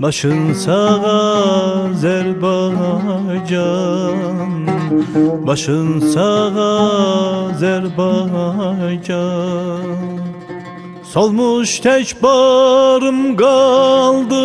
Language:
South Azerbaijani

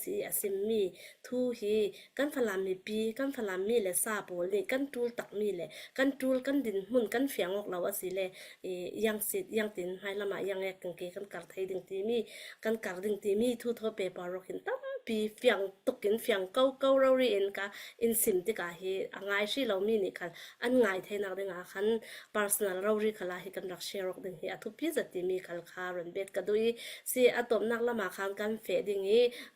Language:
Falam Chin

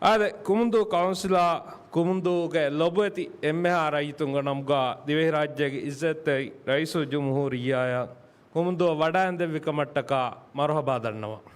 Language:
Divehi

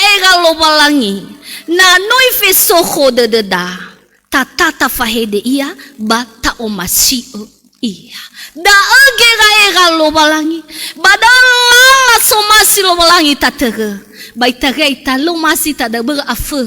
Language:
Nias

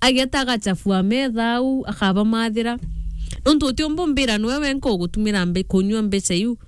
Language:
Meru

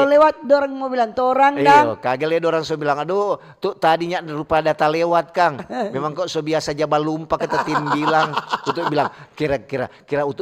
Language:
Manado Malay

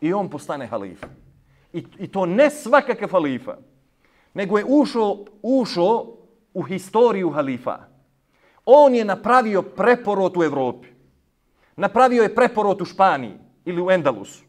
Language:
Bosnian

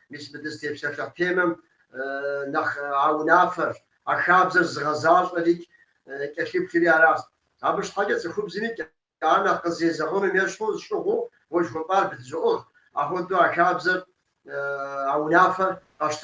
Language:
Kabardian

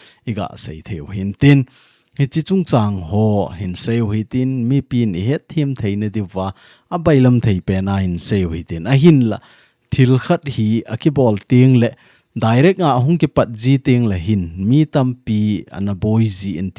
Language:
Thado Chin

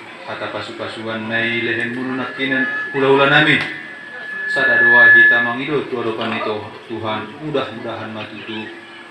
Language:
Batak Toba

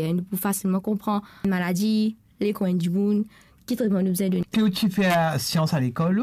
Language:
Morisyen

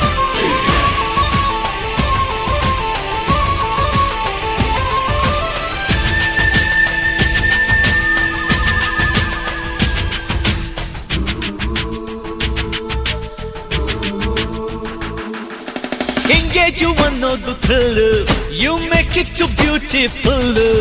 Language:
Kannada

